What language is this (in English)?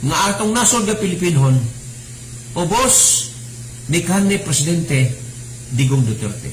Cebuano